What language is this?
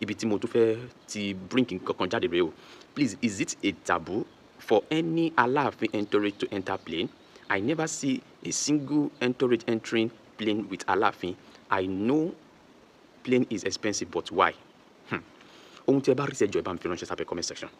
Yoruba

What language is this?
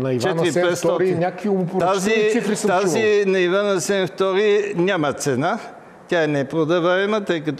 Bulgarian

